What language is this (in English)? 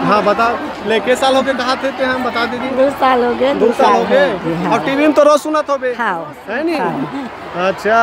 Chhattisgarhi